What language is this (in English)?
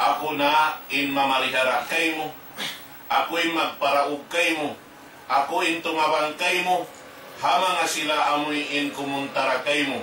Tausug